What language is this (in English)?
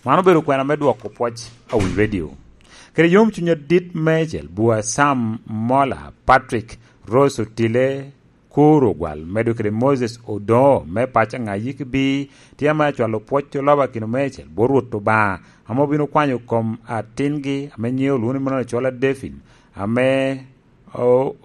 Lango (Uganda)